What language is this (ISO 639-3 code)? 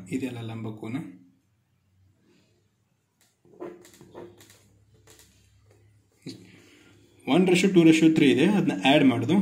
kan